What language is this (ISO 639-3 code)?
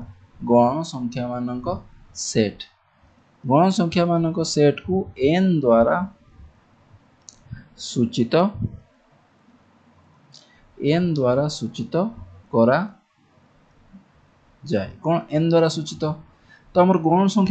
ori